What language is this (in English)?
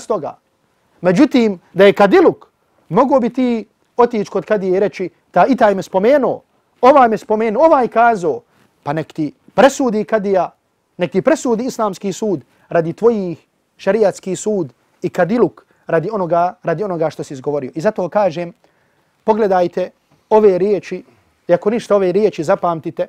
Bosnian